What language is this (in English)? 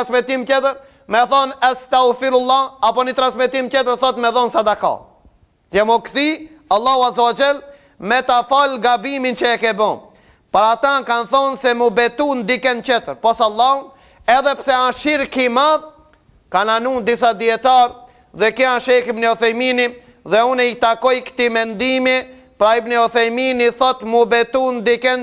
Albanian